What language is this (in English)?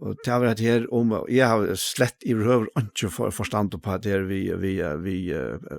Faroese